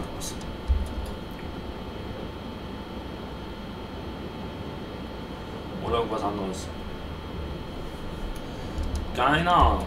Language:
German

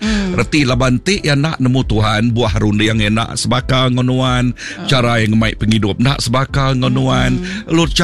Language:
Iban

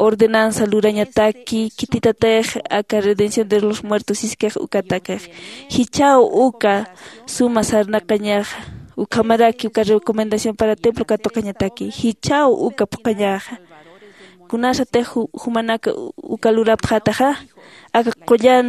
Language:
Aymara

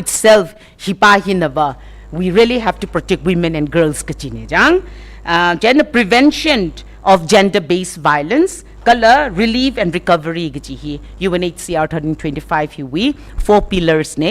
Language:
Tangkhul Naga (India)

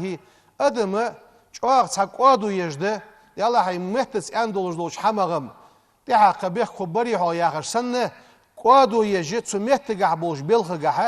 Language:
Ingush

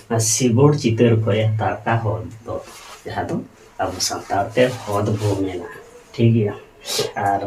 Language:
Santali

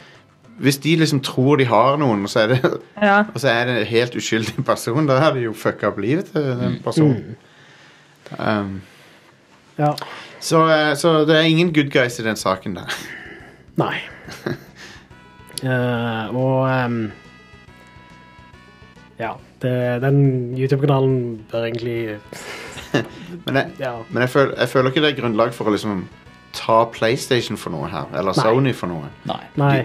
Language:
Norwegian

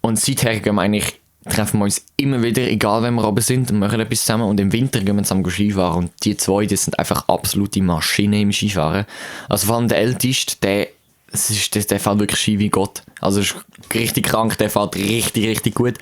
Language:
Swiss German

